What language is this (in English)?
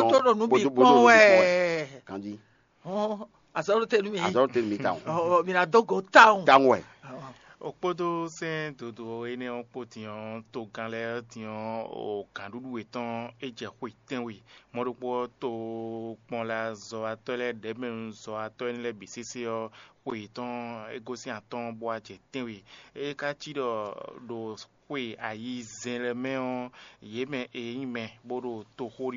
Fon